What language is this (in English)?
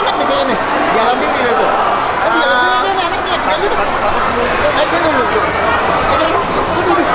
Betawi